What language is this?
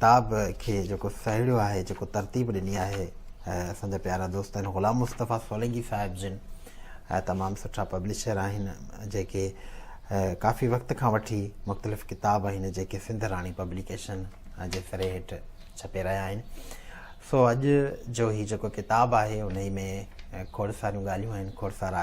Sindhi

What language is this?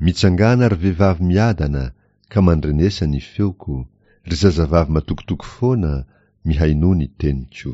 Malagasy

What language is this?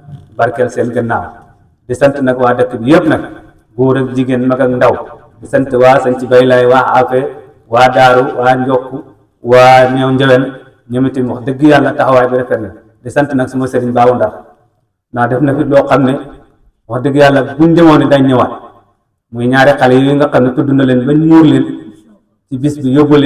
Wolof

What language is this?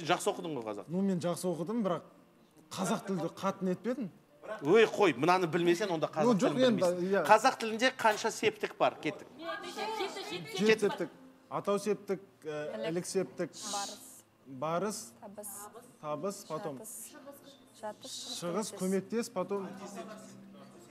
Kazakh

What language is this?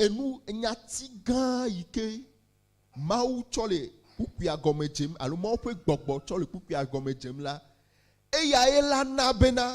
Ewe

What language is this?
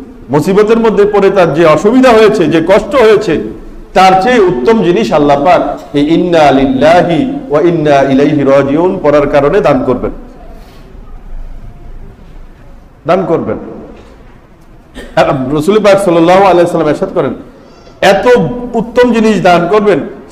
Bangla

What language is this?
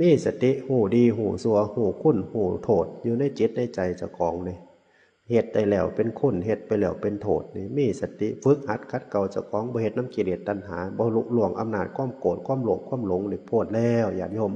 Northeastern Thai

